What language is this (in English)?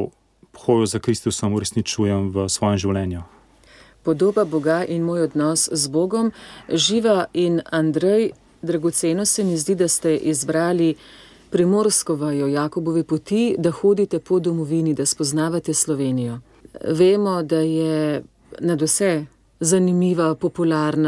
Slovenian